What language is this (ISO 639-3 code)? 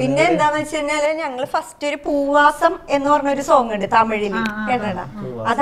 mal